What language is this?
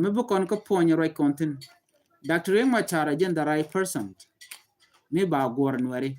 Nuer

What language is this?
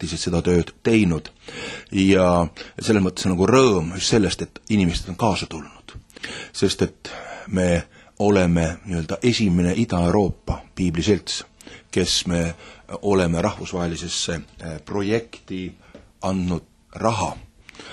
Estonian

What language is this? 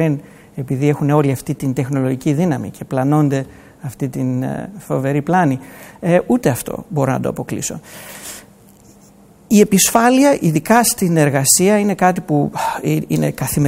Greek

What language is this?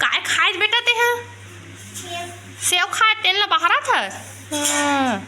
Chhattisgarhi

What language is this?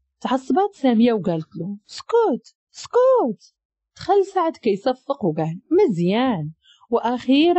Moroccan Arabic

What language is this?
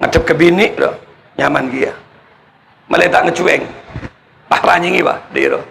Madurese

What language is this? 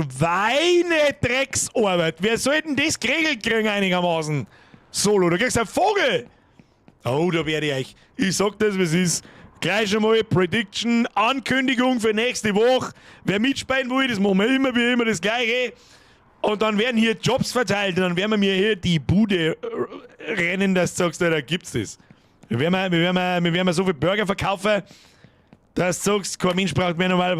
Bavarian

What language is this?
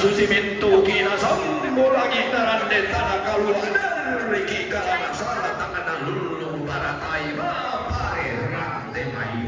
Toraja-Sa'dan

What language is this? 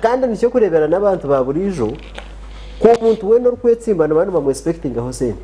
Nyankole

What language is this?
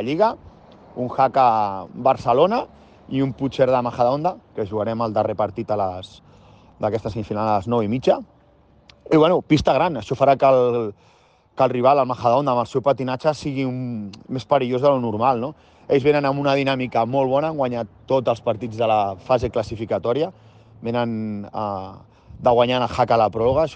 Catalan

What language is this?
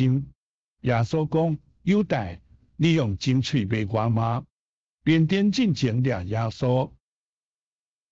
Min Nan Chinese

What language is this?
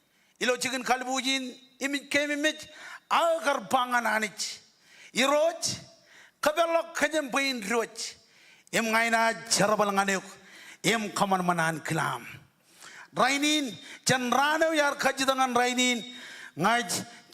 Marshallese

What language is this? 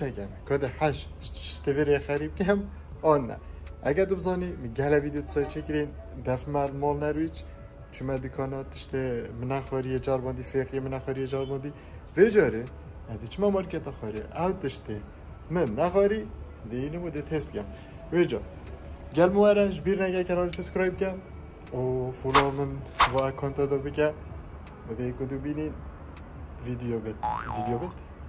Kurdish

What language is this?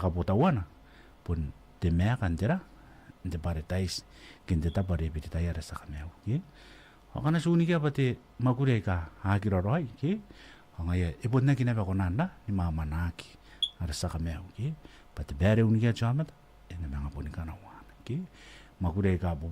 Gilbertese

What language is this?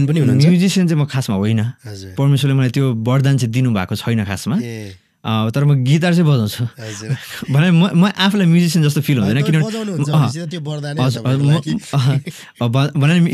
Nepali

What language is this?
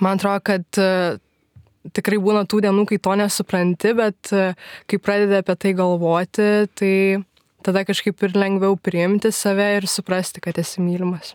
Lithuanian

